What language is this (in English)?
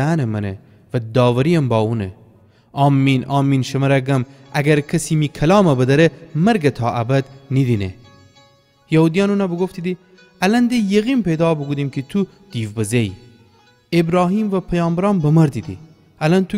Gilaki